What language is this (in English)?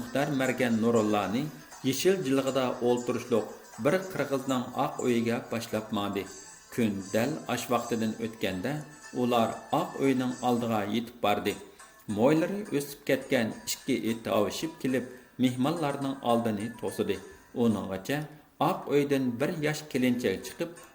Uyghur